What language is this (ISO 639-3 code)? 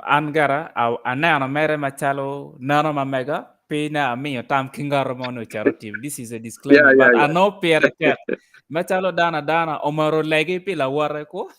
ach